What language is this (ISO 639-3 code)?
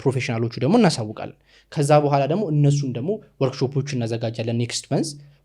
amh